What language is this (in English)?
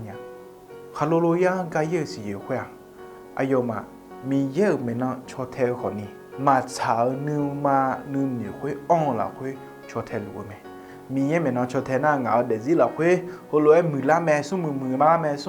Akha